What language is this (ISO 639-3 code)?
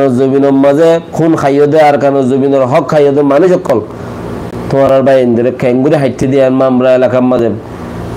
rhg